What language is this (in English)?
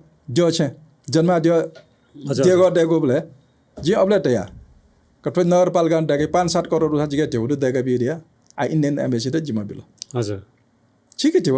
Newari